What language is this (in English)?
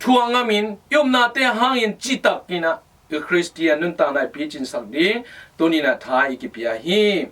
Tedim Chin